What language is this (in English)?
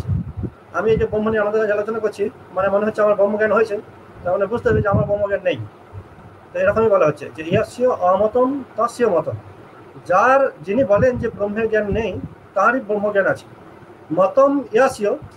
Bangla